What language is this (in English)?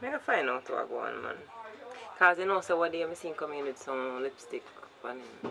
Jamaican Creole English